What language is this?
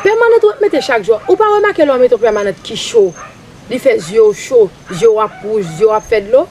Haitian Creole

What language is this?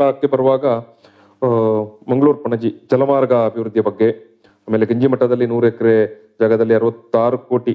Kannada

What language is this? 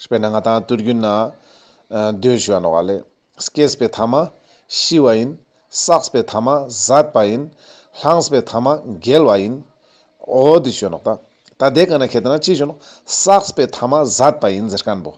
Ladakhi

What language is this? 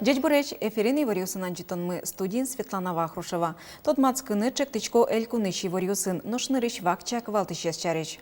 Udmurt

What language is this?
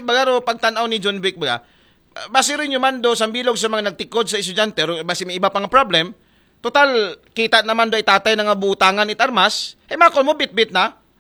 Aklanon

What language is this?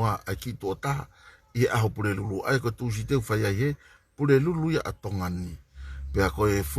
Tongan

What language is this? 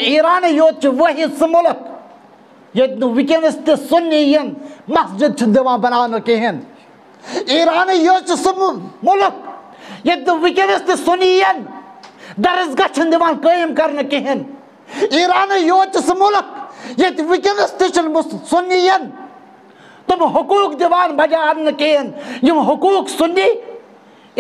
Kashmiri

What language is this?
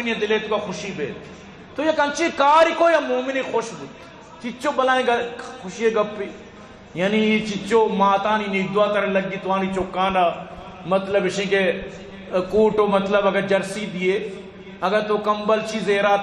Eastern Balochi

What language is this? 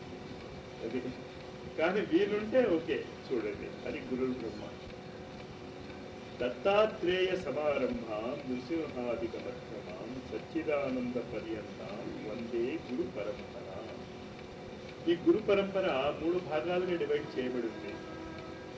Telugu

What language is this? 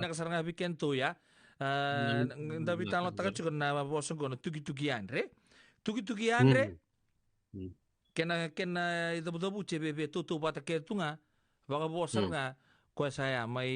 Fijian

